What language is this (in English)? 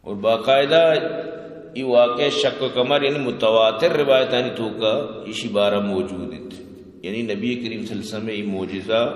Eastern Balochi